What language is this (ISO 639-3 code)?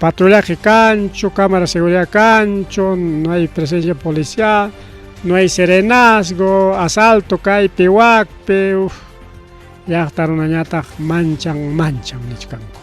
quy